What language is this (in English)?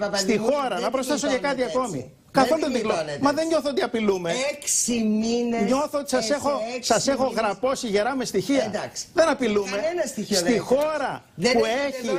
Greek